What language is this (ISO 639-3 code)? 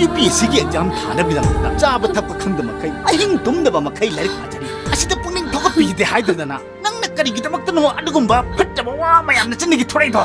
mni